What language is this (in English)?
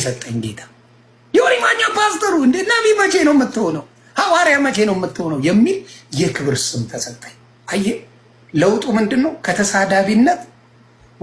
Amharic